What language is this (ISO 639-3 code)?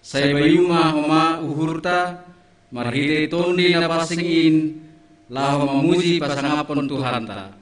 bts